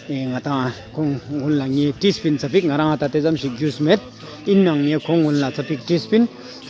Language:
Ladakhi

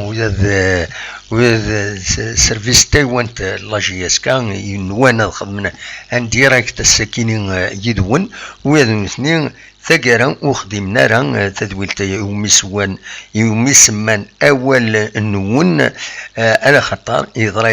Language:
Kabyle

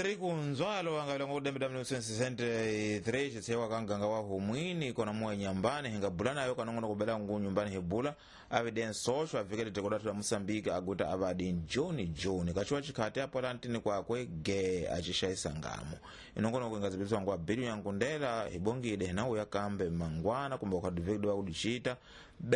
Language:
Tsonga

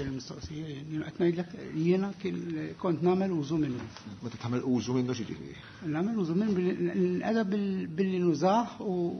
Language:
Maltese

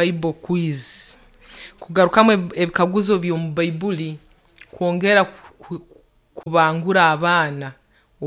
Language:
Nyoro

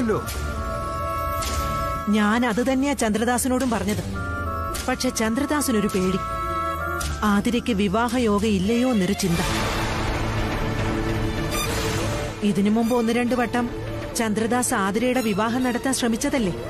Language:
Malayalam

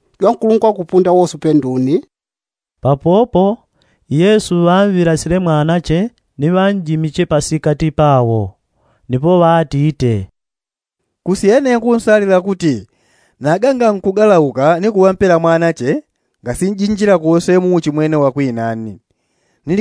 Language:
Yao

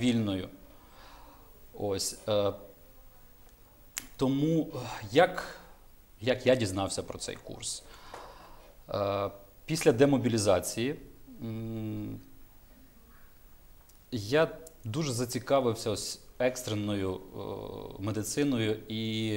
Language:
Ukrainian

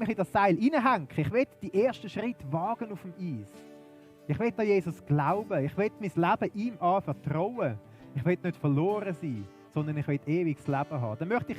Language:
Swiss German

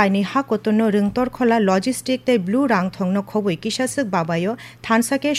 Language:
Kok Borok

